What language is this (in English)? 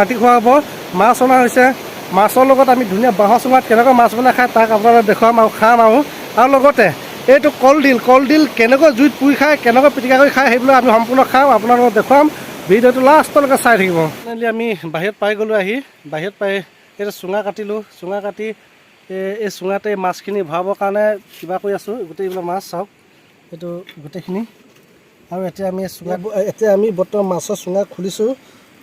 Assamese